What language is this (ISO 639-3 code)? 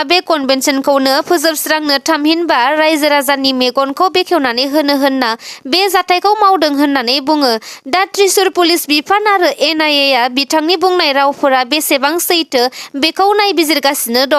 brx